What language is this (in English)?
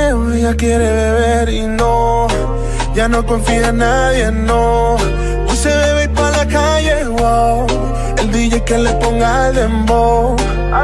Spanish